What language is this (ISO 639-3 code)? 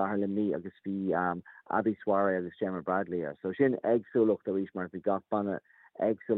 gle